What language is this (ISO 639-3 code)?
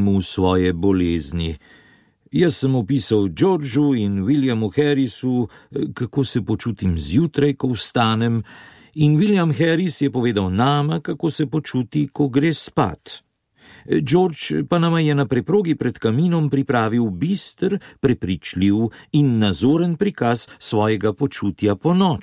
slv